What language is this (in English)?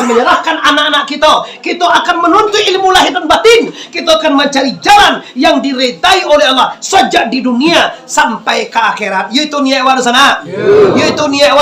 Minangkabau